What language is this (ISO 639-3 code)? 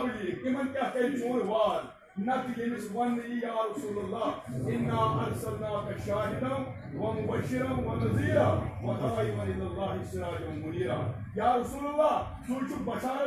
kas